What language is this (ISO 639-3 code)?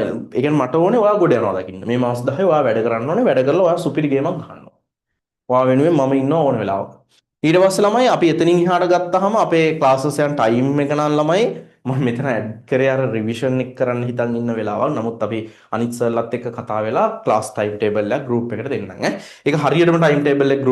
sin